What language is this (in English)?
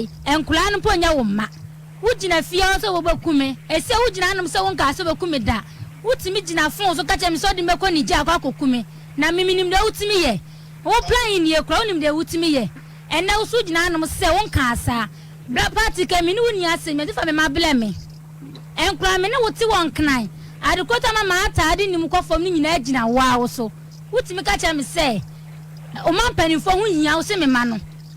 Akan